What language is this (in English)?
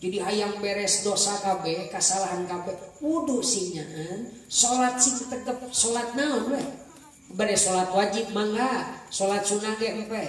Sundanese